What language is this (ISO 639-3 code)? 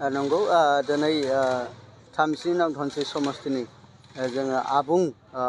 brx